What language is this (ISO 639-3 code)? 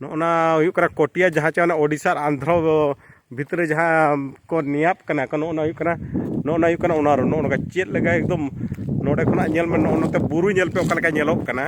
sat